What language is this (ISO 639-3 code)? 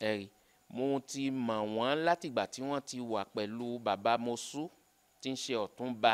yor